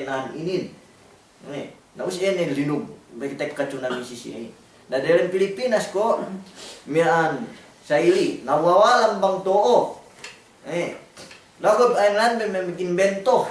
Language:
Yakan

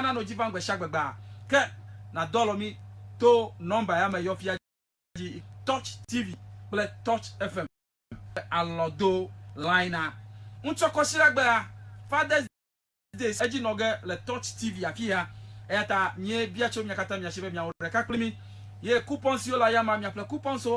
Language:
Ewe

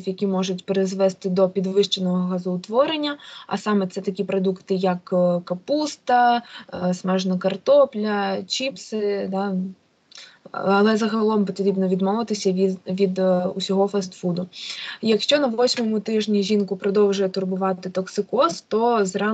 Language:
Ukrainian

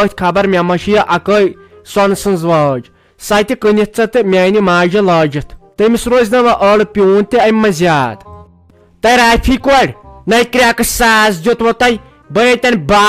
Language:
Kashmiri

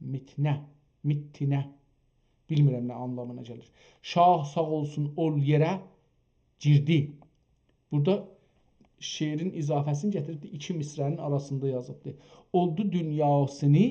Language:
South Azerbaijani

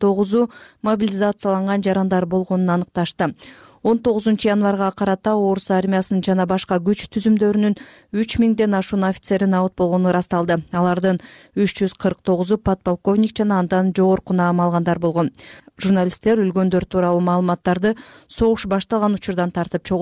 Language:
Kyrgyz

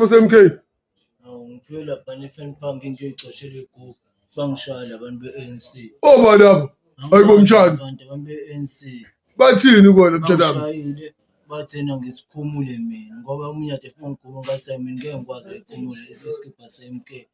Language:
Zulu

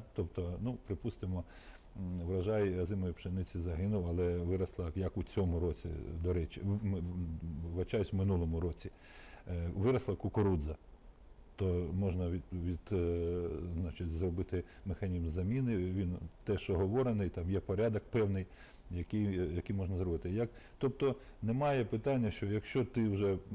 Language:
Ukrainian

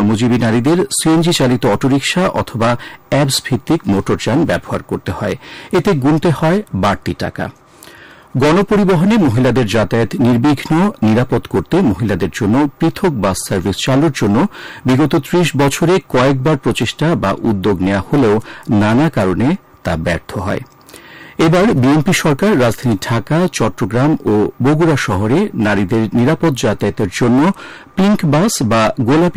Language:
Bangla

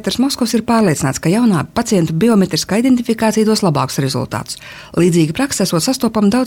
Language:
Latvian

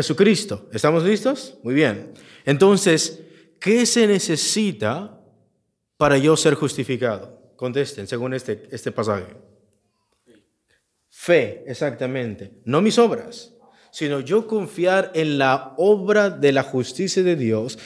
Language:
Spanish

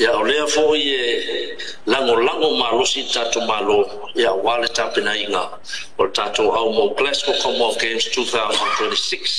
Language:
Samoan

